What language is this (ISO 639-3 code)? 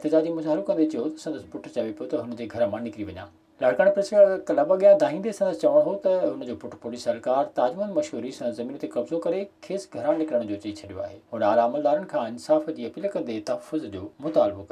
snd